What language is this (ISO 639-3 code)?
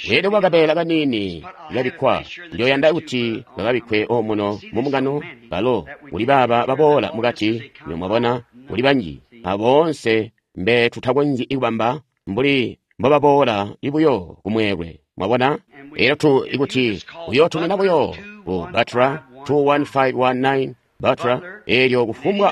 toi